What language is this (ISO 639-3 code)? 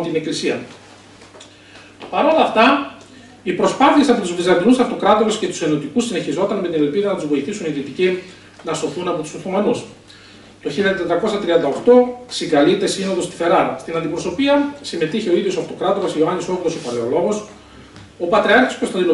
ell